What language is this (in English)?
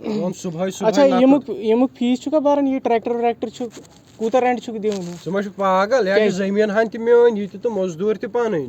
Kashmiri